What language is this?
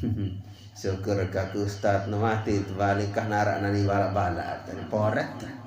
Sasak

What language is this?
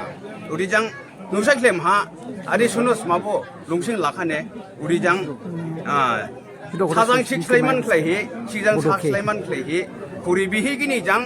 Dimasa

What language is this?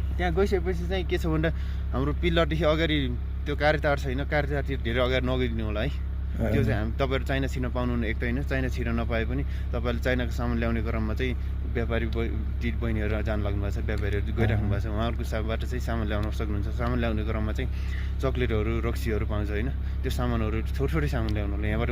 Nepali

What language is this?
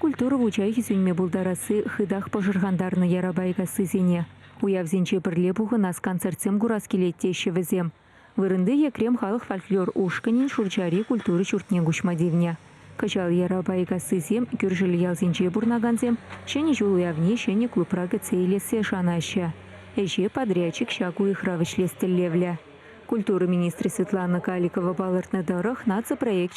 Chuvash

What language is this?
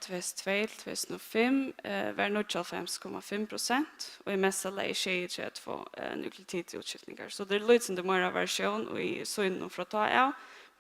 Faroese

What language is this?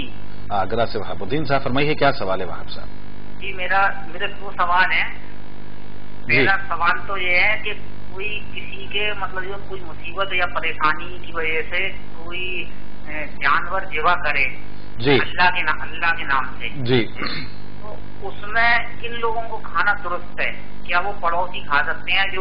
Urdu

